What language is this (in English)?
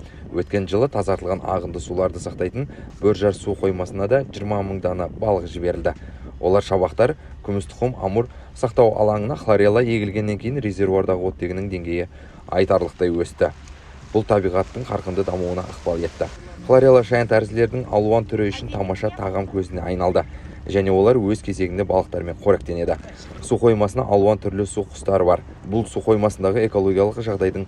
Kazakh